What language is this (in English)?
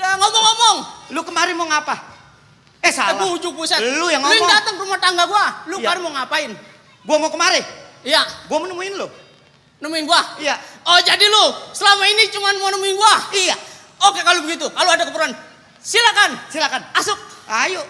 Betawi